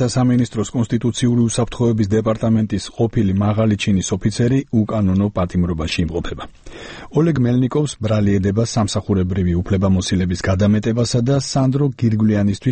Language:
Georgian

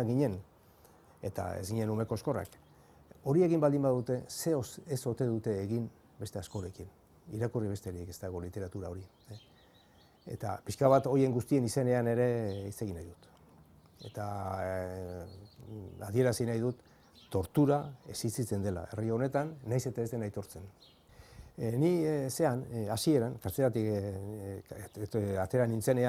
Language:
Basque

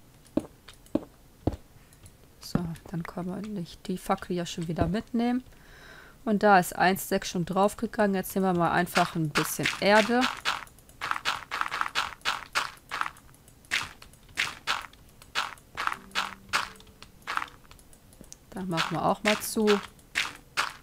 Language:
German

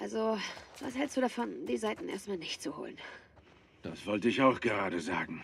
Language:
Bavarian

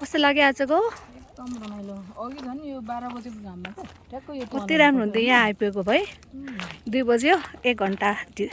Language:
Nepali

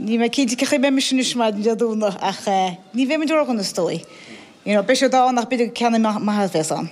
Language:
Irish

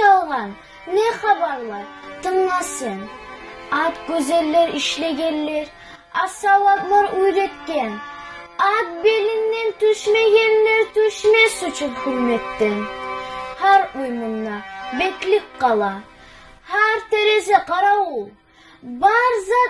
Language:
Kumyk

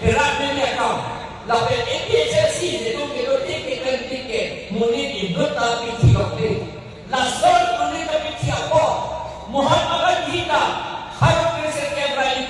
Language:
Karbi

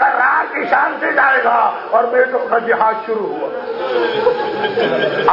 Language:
Urdu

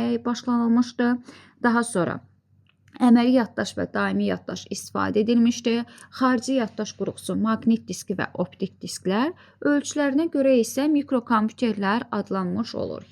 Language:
Azerbaijani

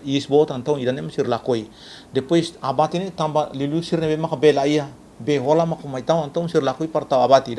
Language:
Tetum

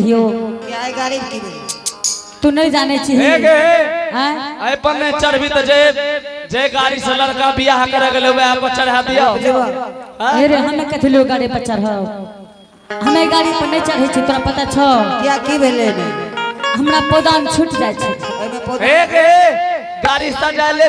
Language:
Angika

